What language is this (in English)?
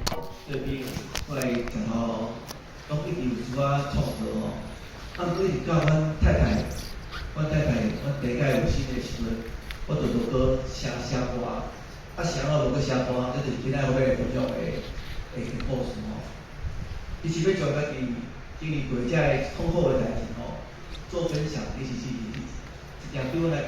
Min Nan Chinese